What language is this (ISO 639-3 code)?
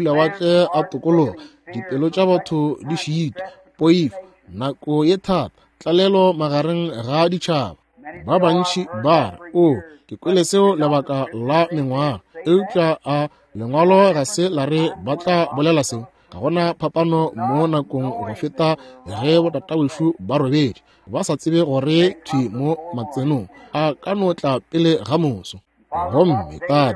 nso